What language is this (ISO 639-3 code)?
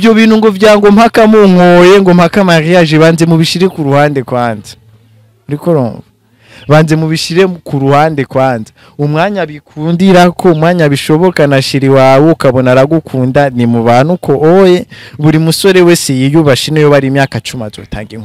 run